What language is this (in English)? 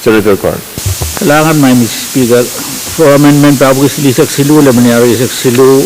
Pohnpeian